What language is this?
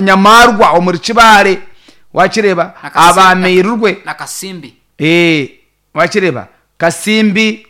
Nyankole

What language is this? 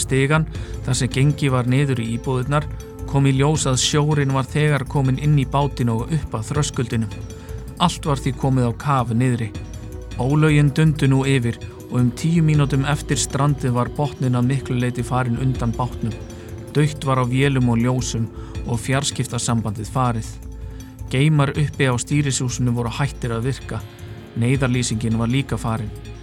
Icelandic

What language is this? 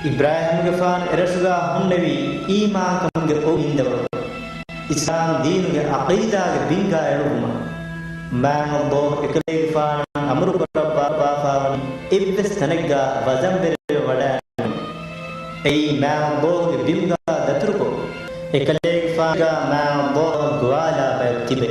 Divehi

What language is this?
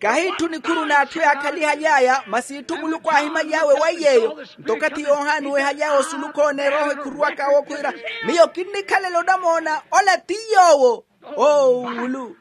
Makhuwa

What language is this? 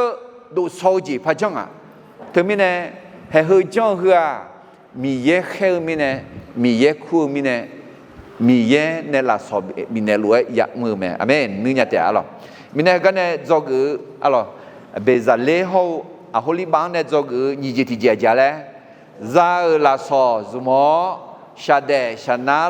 Akha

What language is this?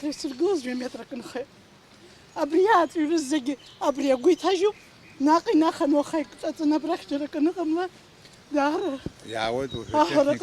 Abkhazian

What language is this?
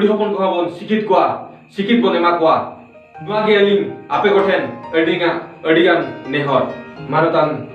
Santali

